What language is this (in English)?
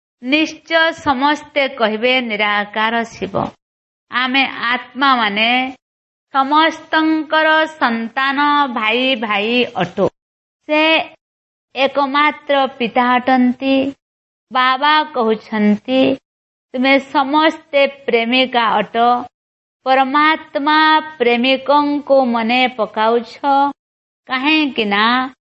Odia